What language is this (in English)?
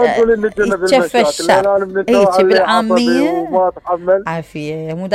Mesopotamian Arabic